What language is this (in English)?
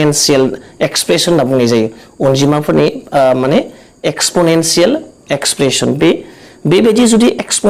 Bodo